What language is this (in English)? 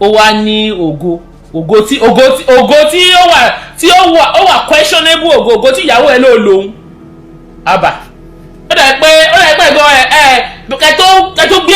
Yoruba